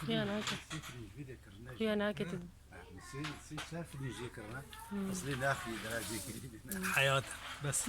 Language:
Kurdish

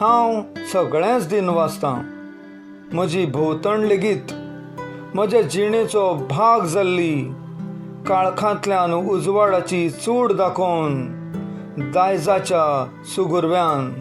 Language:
Konkani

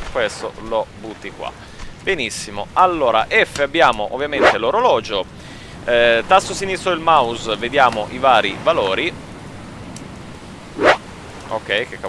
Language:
Italian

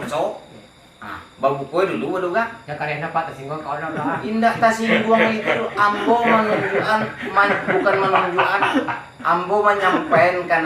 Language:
Minangkabau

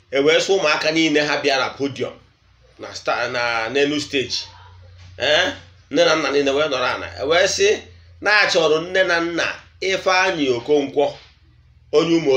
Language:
Igbo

